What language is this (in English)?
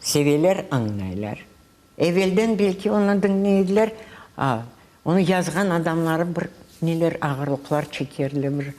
Crimean Tatar